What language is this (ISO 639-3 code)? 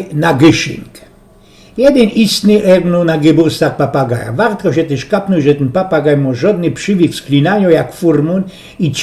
szl